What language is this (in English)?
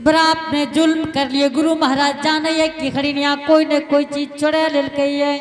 Angika